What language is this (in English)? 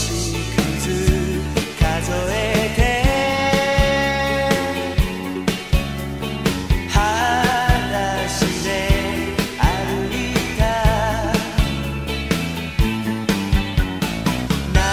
Japanese